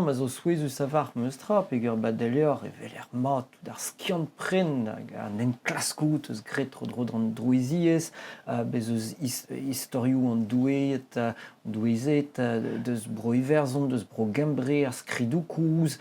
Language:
Breton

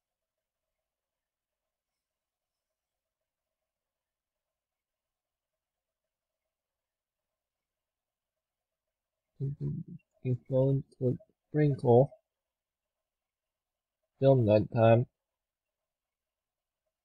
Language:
English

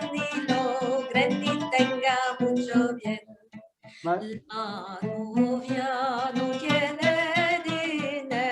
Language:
Ladino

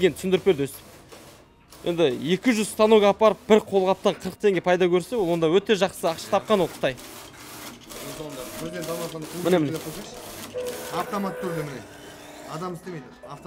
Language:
Kazakh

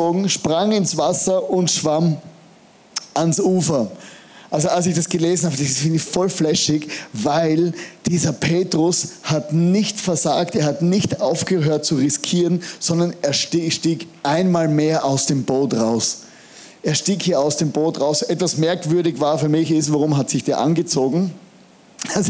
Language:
German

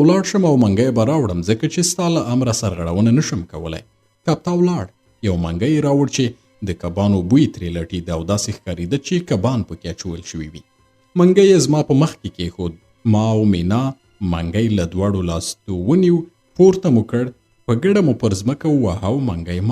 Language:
Pashto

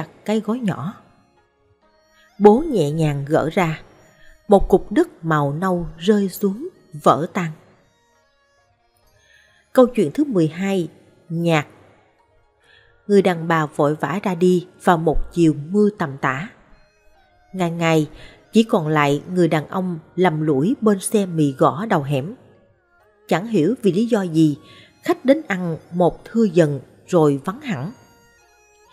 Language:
Vietnamese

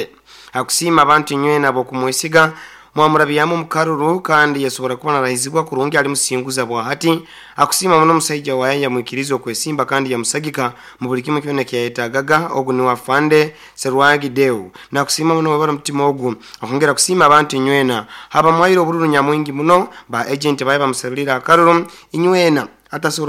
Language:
Nyoro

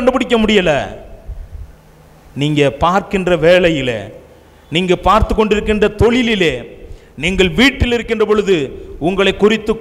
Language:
Tamil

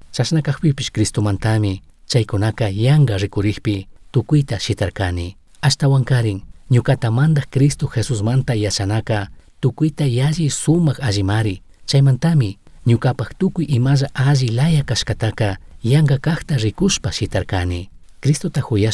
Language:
Chimborazo Highland Quichua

